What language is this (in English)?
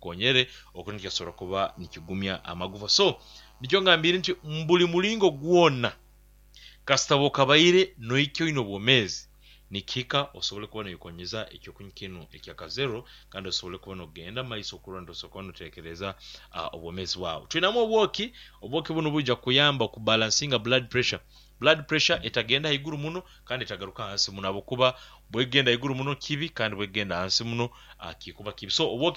Nyoro